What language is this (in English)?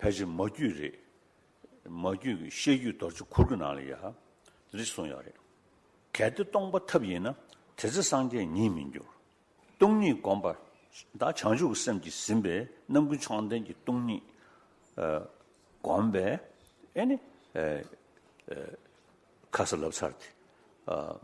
Khams Tibetan